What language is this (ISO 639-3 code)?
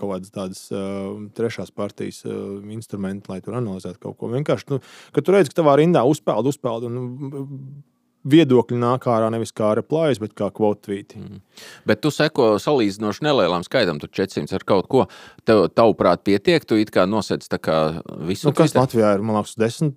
lav